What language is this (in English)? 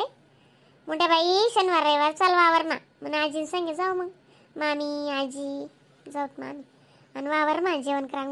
Khandesi